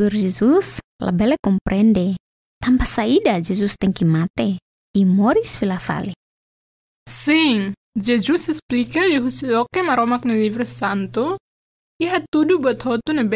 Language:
Tetum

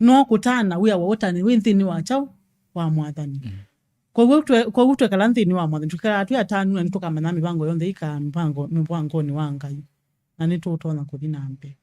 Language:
Kamba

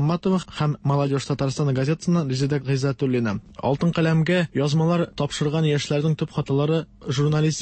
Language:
Tatar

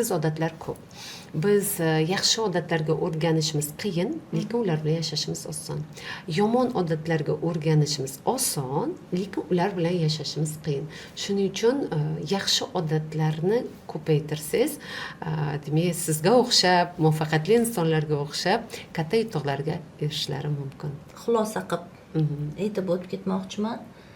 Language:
Uzbek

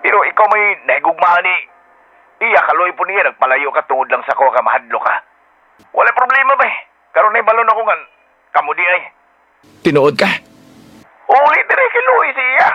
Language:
Cebuano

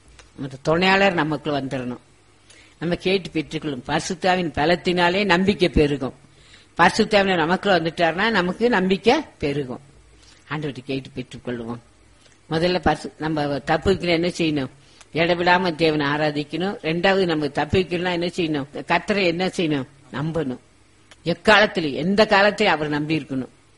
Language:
Tamil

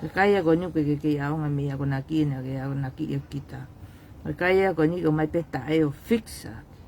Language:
Tongan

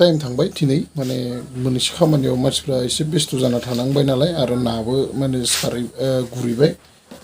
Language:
Bodo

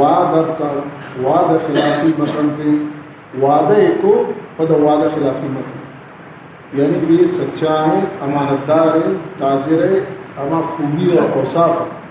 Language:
Baluchi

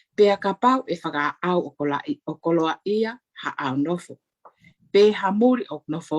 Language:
Tongan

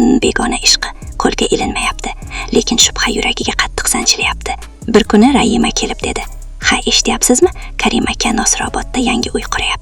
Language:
Uzbek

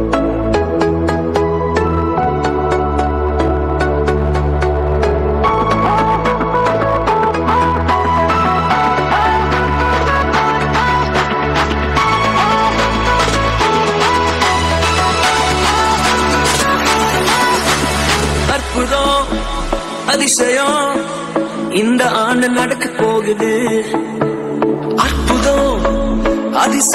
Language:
Tamil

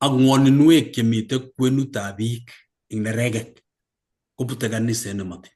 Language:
Kalenjin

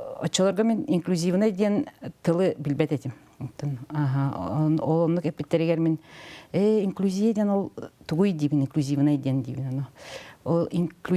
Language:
Yakut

